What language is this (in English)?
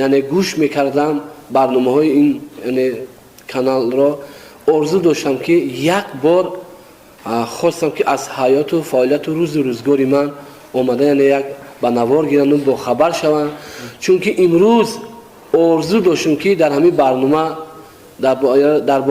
Tajik